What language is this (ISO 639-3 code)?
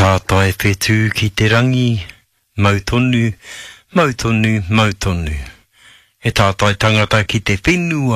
mri